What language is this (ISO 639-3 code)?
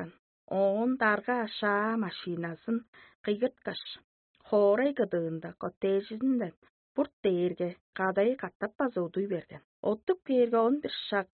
tyv